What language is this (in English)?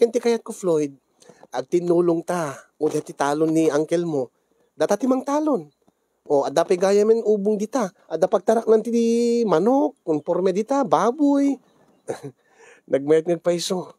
Iloko